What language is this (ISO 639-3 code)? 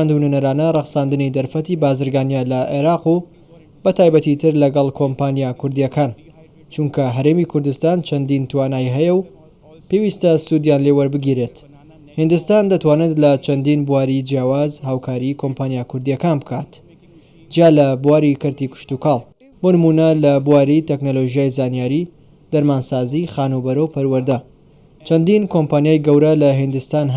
ckb